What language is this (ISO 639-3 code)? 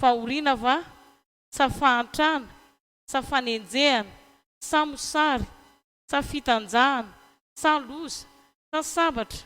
mlg